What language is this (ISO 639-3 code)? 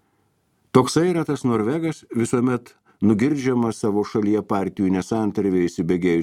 lit